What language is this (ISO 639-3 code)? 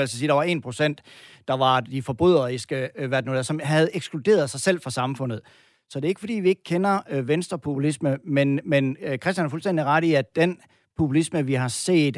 dan